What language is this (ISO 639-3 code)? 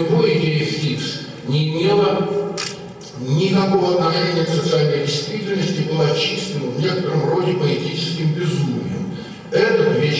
rus